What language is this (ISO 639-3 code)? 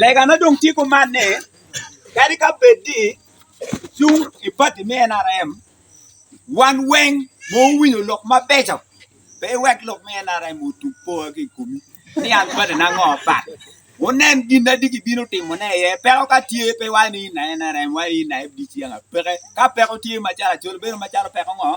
ach